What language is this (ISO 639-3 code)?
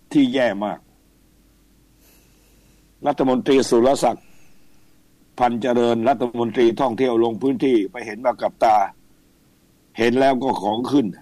tha